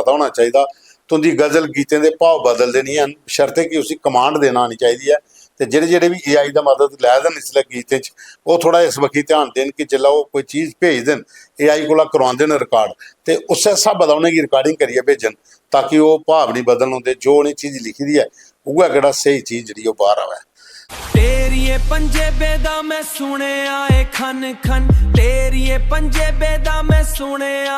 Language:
Dogri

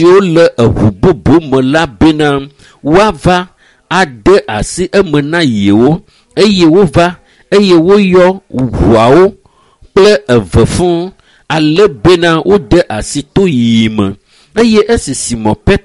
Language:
Ewe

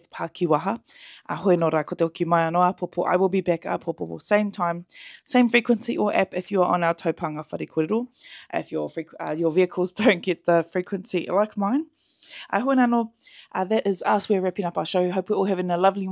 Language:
Māori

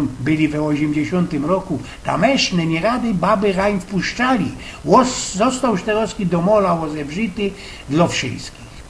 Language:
Silesian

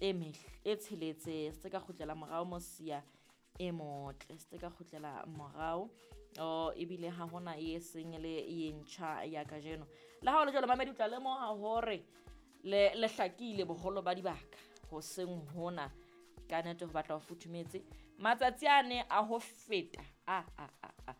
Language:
Southern Sotho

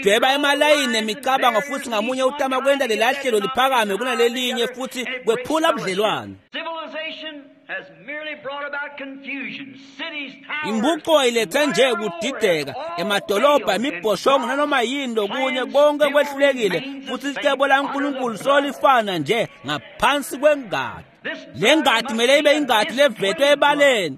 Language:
Swati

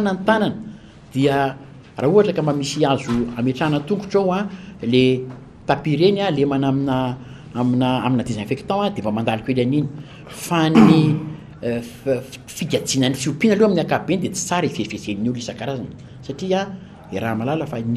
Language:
Malagasy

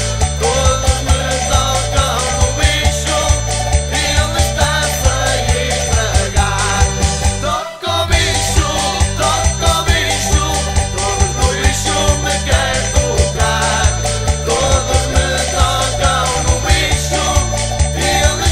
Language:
Portuguese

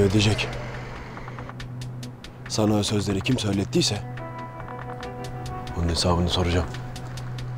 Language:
Turkish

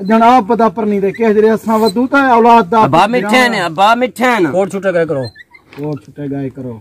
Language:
Saraiki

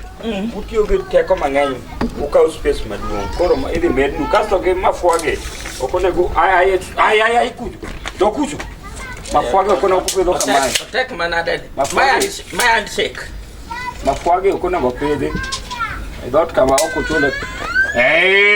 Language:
Luo (Kenya and Tanzania)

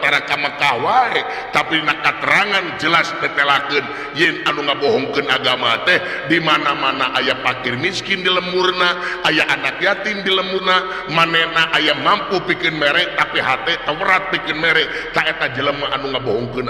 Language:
Sundanese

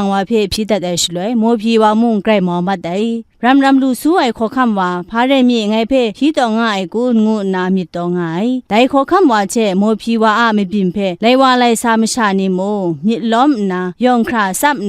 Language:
Kachin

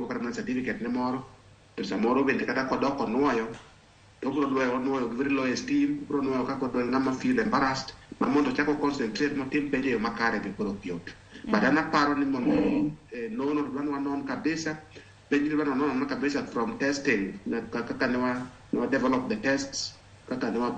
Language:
Luo (Kenya and Tanzania)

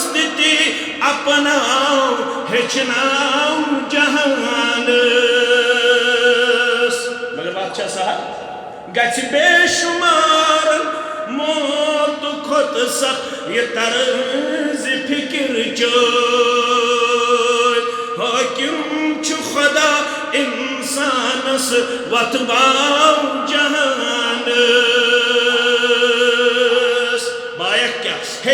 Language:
Kashmiri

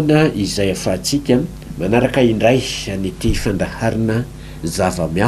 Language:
Malagasy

